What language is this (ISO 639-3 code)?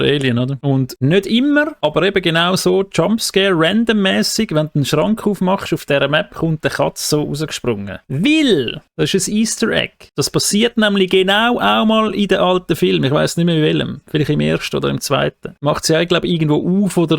gsw